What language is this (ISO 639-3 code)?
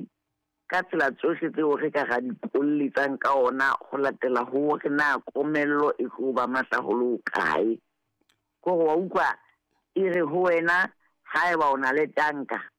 sot